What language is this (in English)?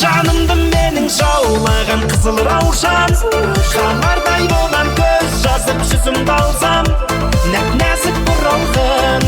Kara-Kalpak